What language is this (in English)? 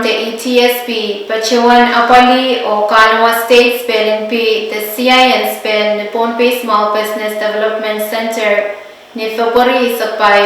Pohnpeian